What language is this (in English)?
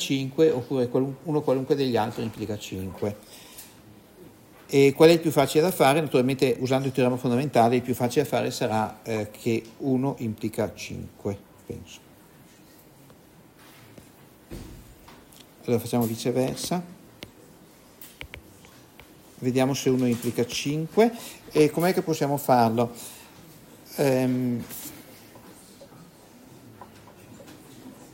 Italian